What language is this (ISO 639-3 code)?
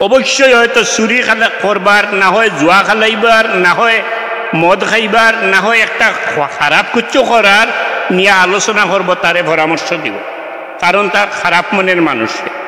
syl